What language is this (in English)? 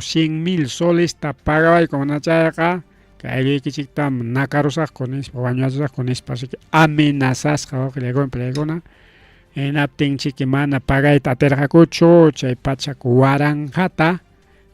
Ayacucho Quechua